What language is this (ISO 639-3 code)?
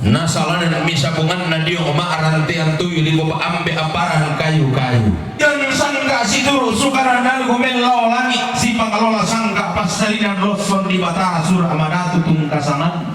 sda